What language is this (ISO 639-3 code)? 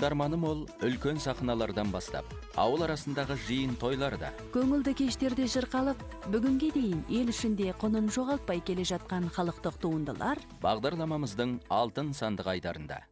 kaz